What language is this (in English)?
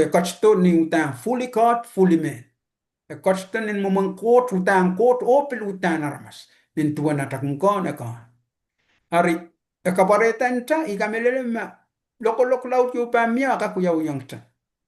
Pohnpeian